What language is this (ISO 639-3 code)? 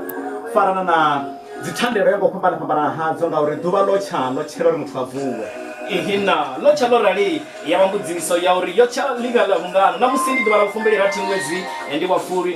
ven